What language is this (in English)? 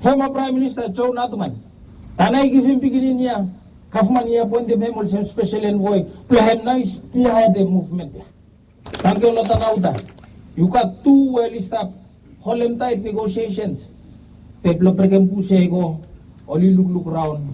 Bislama